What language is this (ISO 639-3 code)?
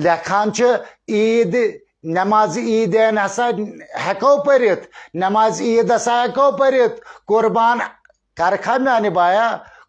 kas